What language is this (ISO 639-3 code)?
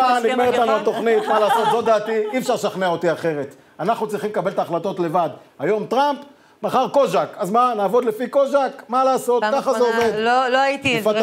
heb